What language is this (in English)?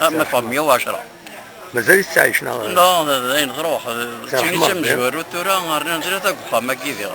Kabyle